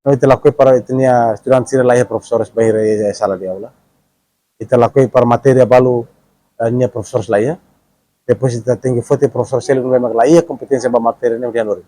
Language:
Tetum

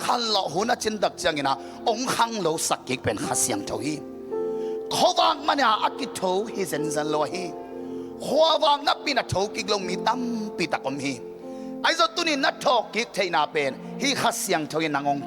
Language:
Tedim Chin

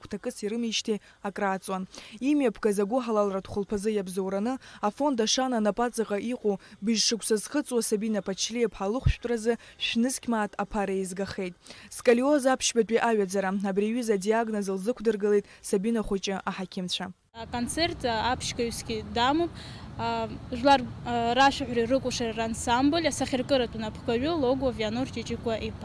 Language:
Abkhazian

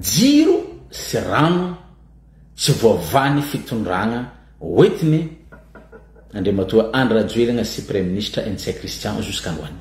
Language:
Malagasy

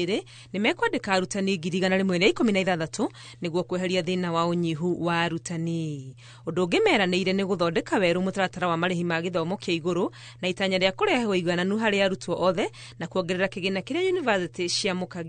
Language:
Kikuyu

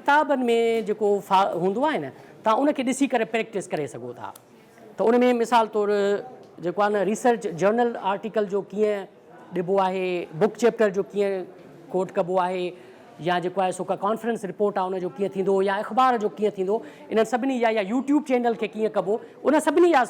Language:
Sindhi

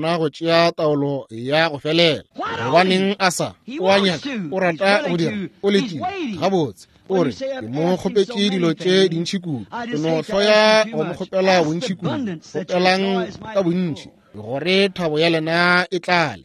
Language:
Northern Sotho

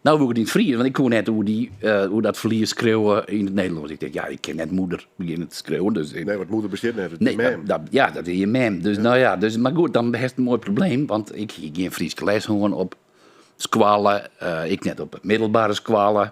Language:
Western Frisian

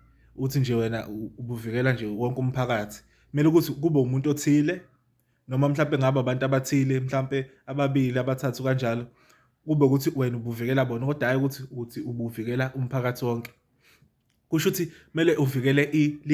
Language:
Zulu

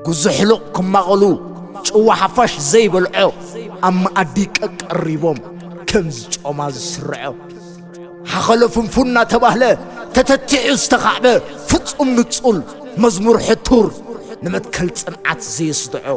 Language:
Tigrinya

